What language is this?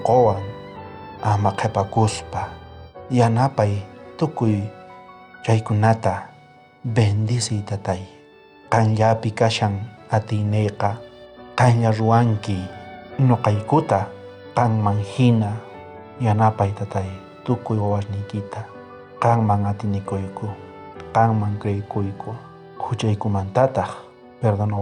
South Bolivian Quechua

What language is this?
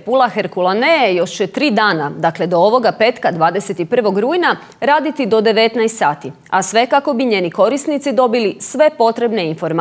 Croatian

